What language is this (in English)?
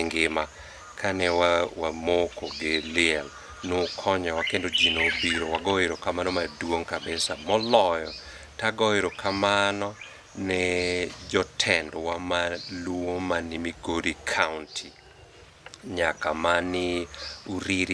Luo (Kenya and Tanzania)